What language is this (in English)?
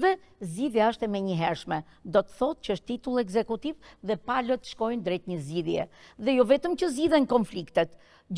Albanian